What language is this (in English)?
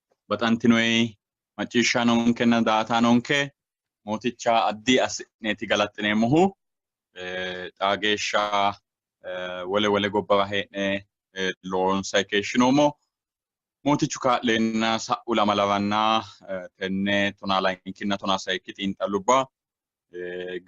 Sidamo